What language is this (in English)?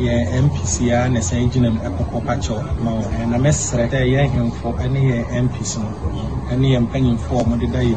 Akan